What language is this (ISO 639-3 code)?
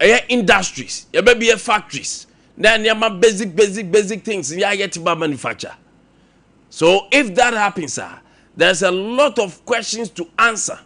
aka